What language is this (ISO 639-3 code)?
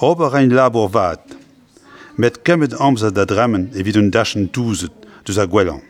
bre